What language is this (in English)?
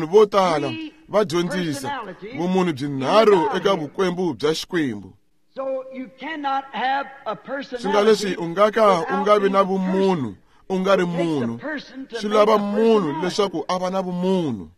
Tsonga